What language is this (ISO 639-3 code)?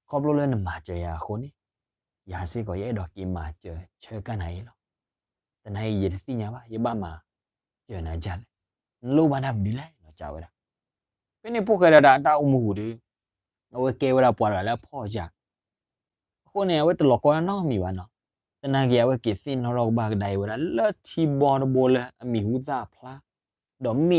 ksw